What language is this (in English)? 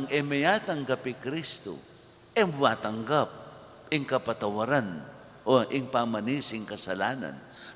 Pampanga